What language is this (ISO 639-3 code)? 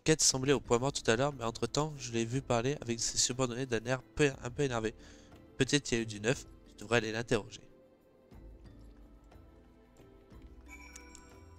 fra